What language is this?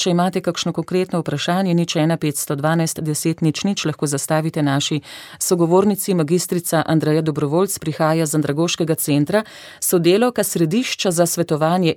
Slovenian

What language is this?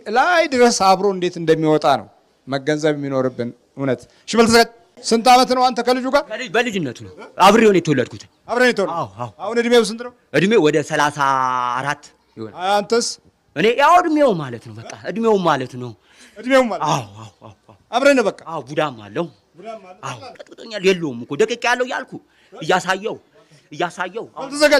Amharic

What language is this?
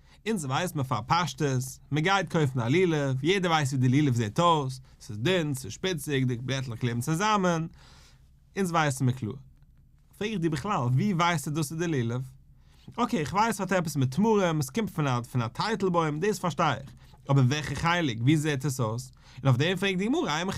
Yiddish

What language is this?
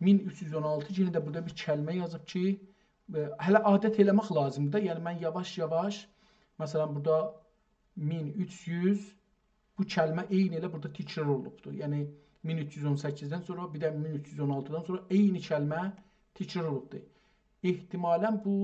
South Azerbaijani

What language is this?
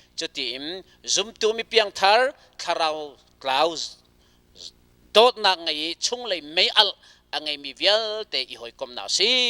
Hakha Chin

